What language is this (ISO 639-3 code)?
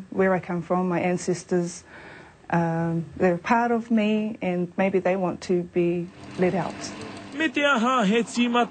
mri